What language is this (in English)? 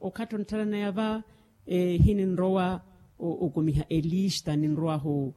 Makhuwa